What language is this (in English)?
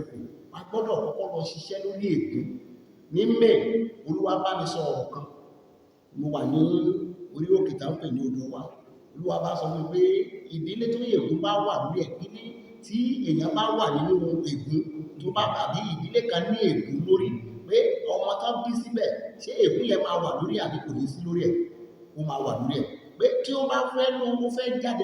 Yoruba